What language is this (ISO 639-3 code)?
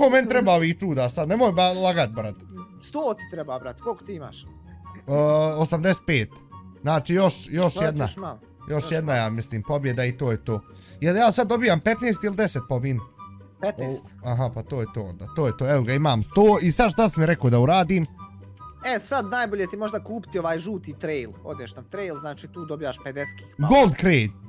bos